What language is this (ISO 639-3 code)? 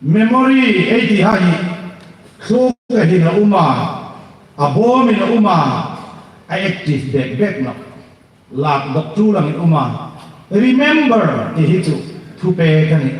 hmr